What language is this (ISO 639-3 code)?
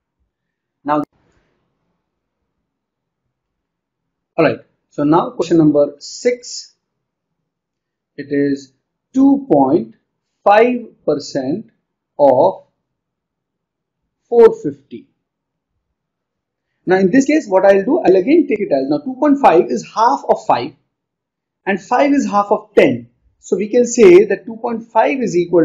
eng